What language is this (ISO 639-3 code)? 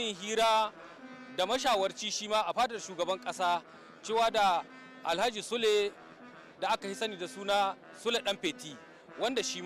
hau